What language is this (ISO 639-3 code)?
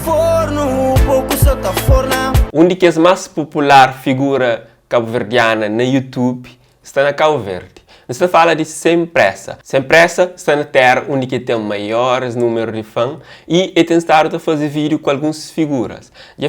kea